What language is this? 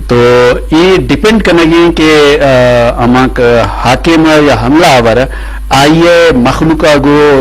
Eastern Balochi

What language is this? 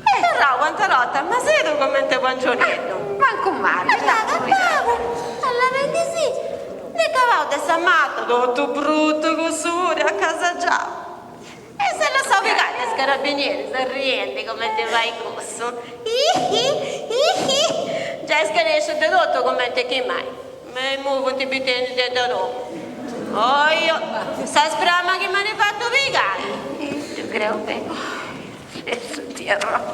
Sardinian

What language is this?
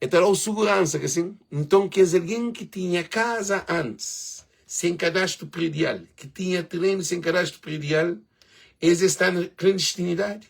Kabuverdianu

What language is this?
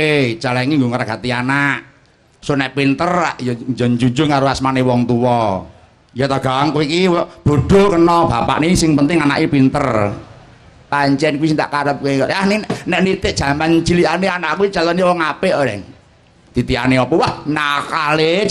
Javanese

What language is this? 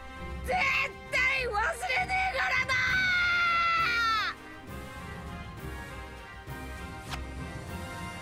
Japanese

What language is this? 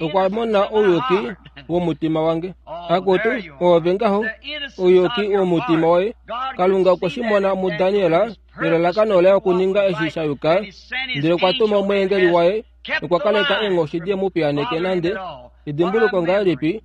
Kuanyama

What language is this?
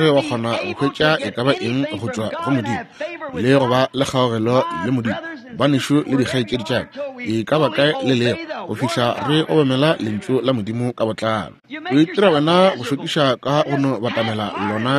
Northern Sotho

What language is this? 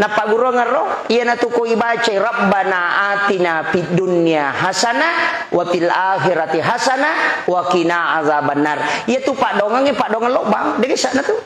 Buginese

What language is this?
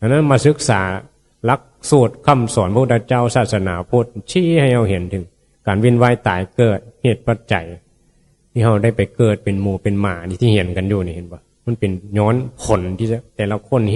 Northeastern Thai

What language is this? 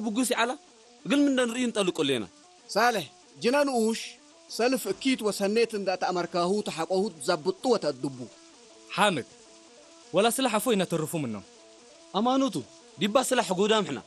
Tigre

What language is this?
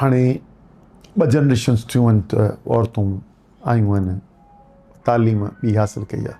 Sindhi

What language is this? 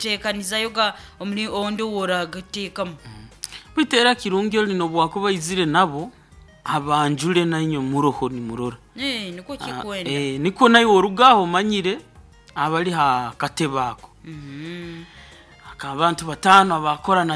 Nyankole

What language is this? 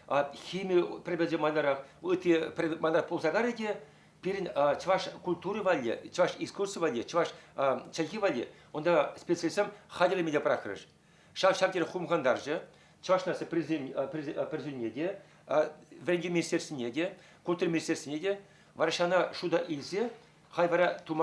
Chuvash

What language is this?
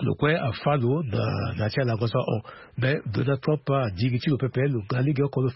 Sango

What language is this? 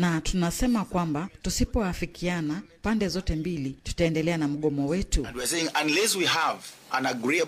Swahili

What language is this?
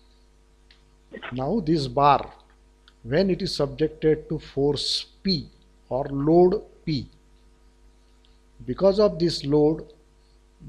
Marathi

